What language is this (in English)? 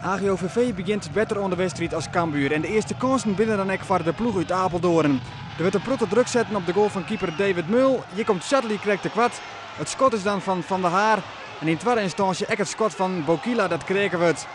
Western Frisian